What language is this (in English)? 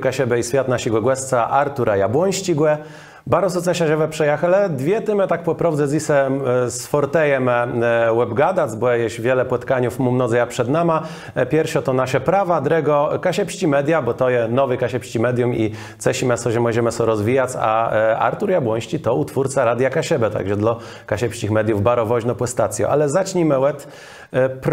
Kashubian